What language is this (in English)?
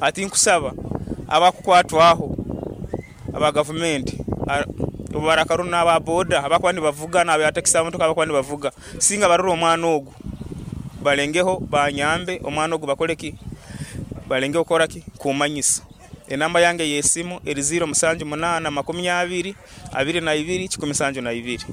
Nyankole